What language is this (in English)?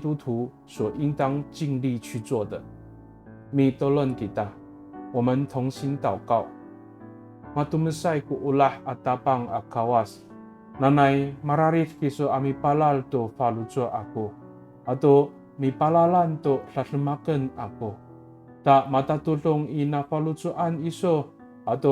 Amis